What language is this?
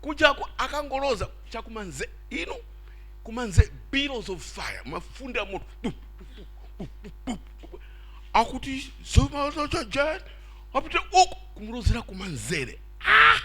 Nyanja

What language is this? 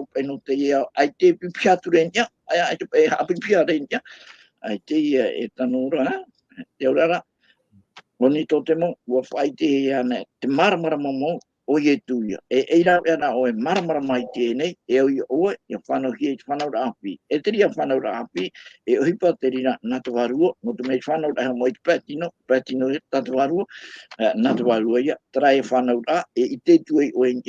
Tahitian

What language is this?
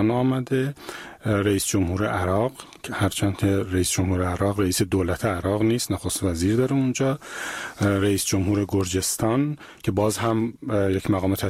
Persian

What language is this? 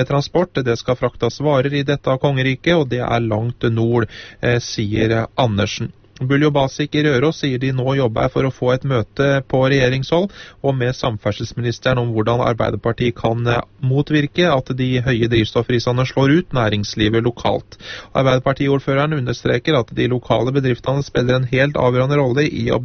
Norwegian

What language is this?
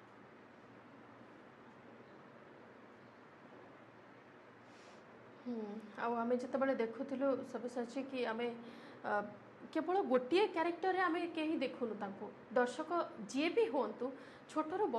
Odia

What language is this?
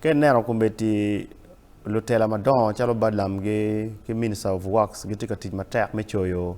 Acoli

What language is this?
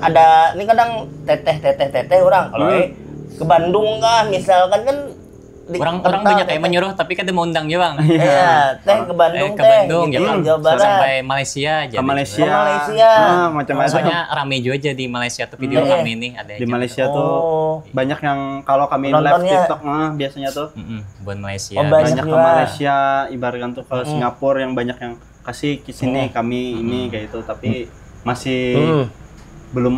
Banjar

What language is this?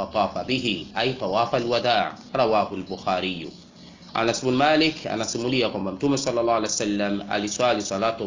Swahili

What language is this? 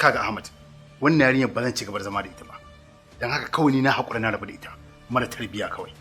Hausa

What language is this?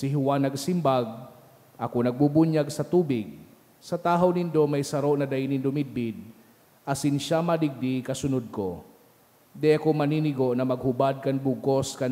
Bikol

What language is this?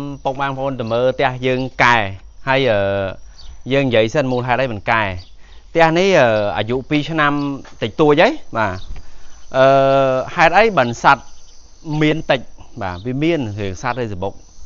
Khmer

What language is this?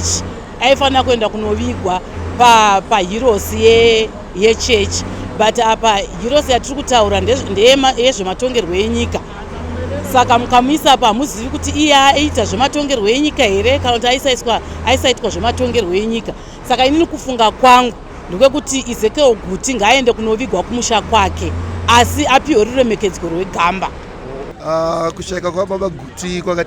Shona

